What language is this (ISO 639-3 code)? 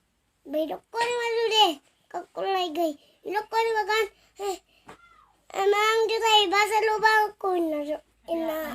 bbc